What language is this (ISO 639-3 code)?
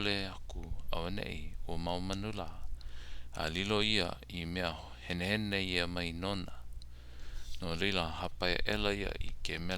haw